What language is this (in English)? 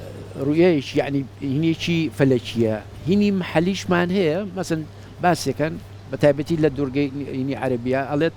Central Kurdish